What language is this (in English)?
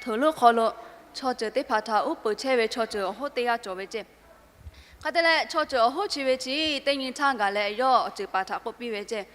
Lahu